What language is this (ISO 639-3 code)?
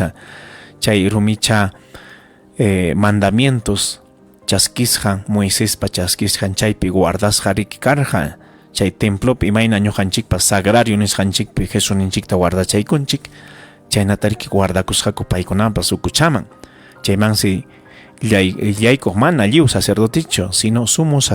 quy